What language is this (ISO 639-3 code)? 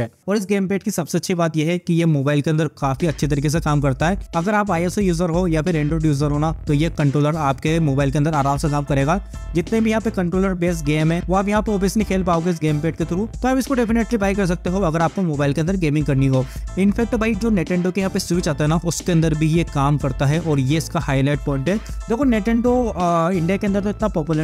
hin